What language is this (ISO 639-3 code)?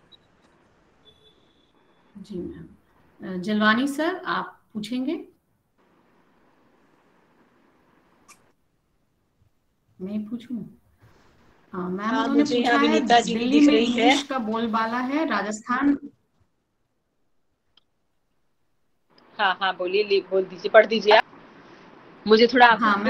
hin